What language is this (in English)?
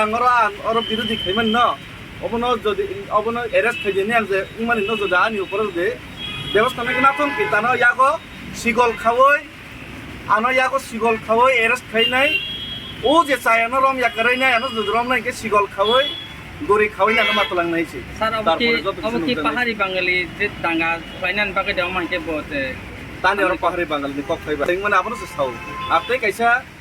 Kok Borok